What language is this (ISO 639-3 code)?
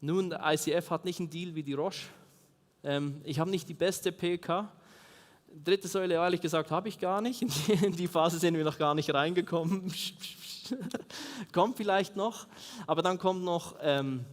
gsw